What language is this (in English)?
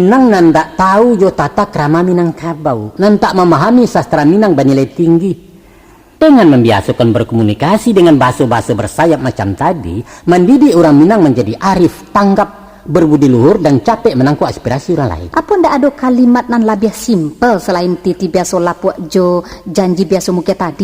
Minangkabau